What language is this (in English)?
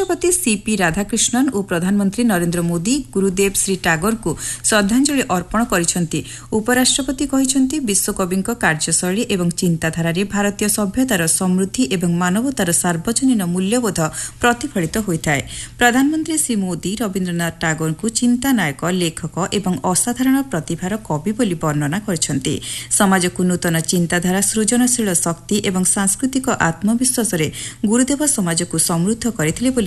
Odia